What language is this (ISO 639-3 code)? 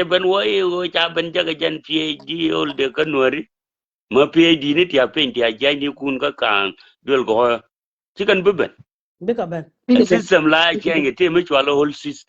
nus